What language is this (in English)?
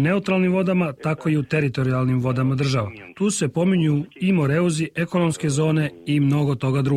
Serbian